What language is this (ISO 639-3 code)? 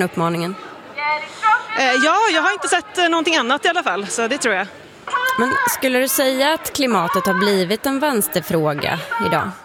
swe